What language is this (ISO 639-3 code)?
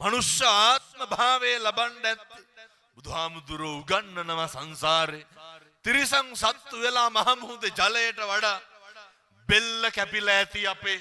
sin